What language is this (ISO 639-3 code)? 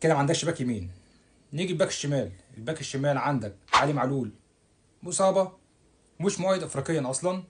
arz